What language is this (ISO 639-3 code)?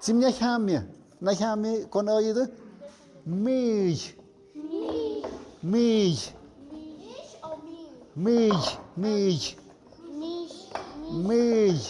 mxp